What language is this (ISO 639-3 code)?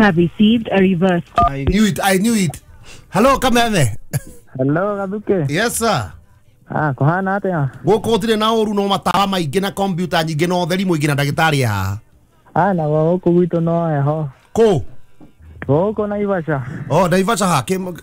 kik